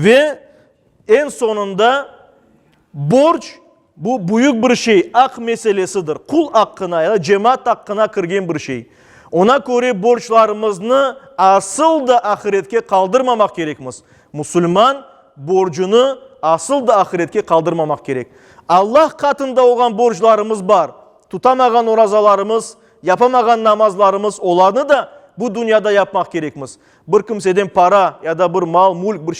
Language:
Crimean Tatar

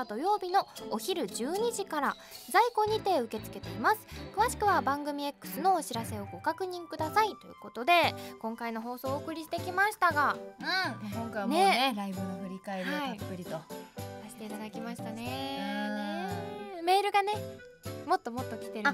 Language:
Japanese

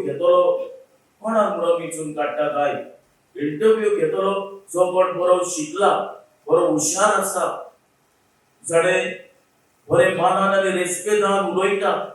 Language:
Konkani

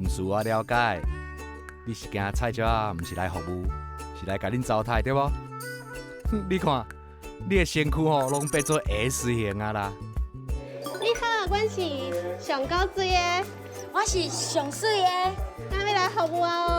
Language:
Min Nan Chinese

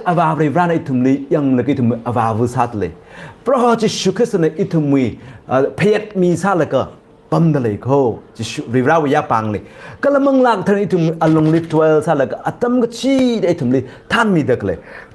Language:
Tangkhul Naga (India)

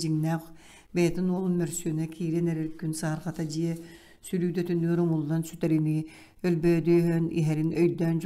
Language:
Yakut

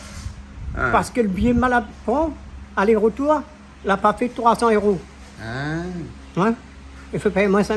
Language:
Réunion Creole French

